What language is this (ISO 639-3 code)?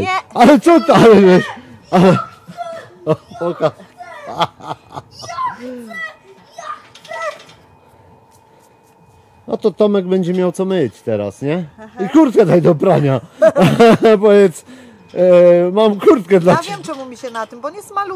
pol